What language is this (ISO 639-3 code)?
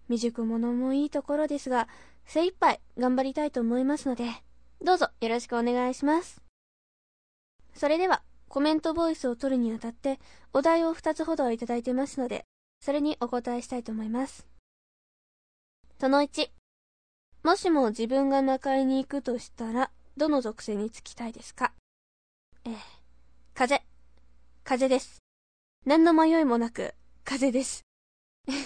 jpn